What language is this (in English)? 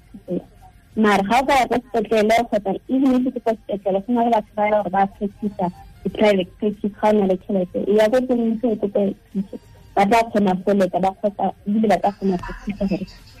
Tswana